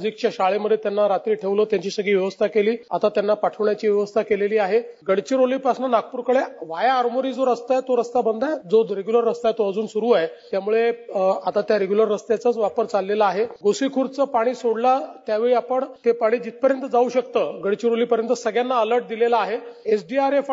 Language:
Marathi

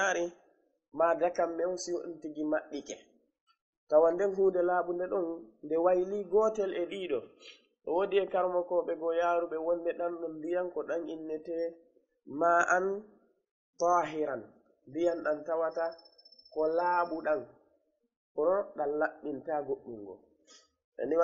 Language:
Fula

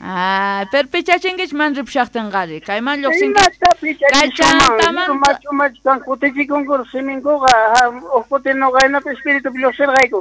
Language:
South Bolivian Quechua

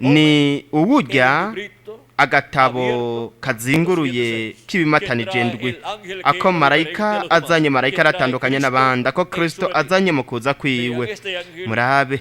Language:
Rundi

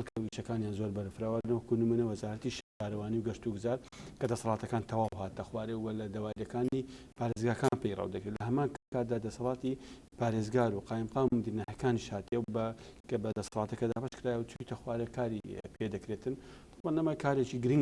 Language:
Central Kurdish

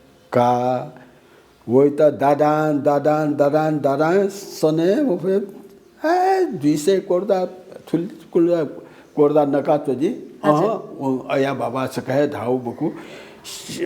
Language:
Newari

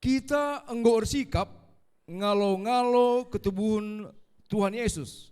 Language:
Batak Karo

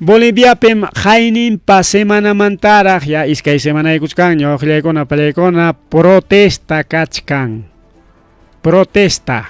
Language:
Ayacucho Quechua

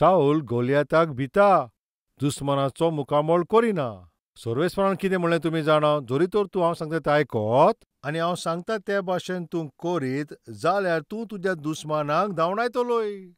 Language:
Konkani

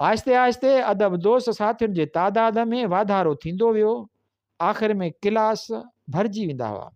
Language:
Sindhi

